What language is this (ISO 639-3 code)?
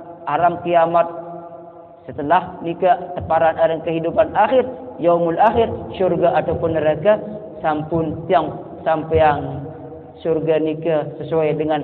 sas